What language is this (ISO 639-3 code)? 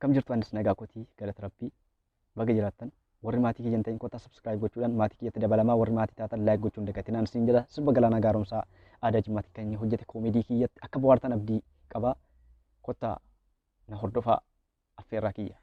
orm